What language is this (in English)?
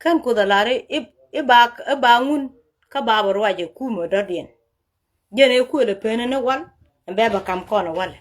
Nuer